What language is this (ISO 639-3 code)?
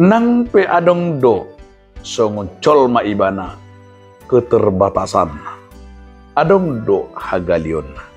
bbc